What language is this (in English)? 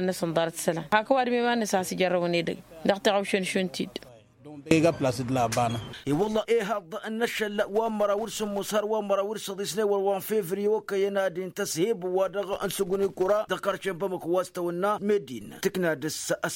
Tamasheq